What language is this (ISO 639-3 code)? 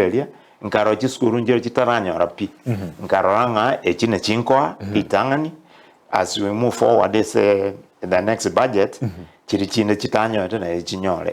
guz